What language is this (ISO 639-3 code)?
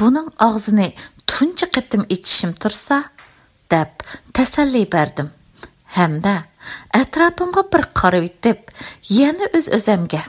uig